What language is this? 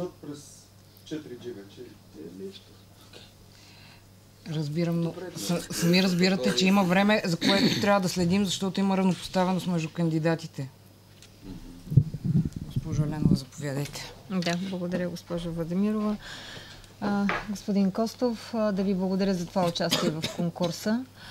Bulgarian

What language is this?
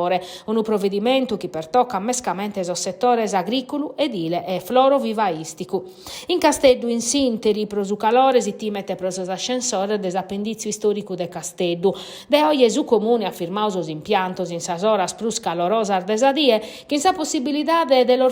Sardinian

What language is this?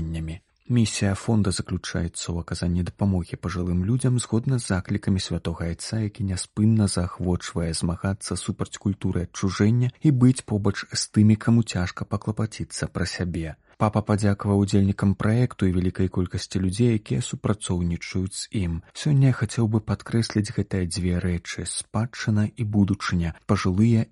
Belarusian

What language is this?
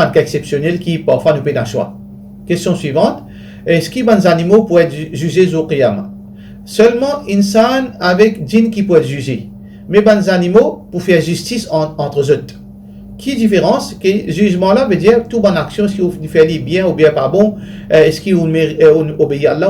Morisyen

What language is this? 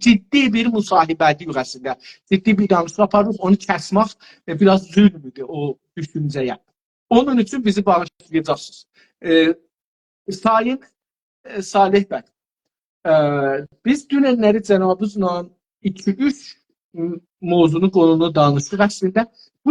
South Azerbaijani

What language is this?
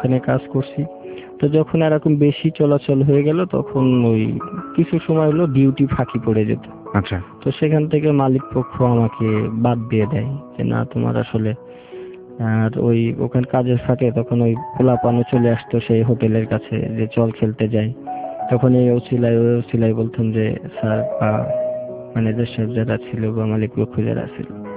Bangla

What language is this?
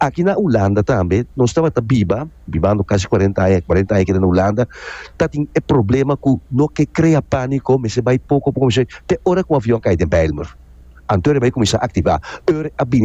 Papiamento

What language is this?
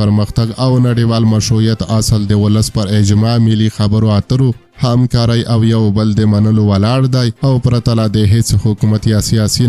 Pashto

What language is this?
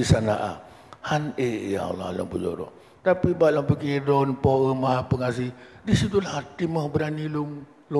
Achinese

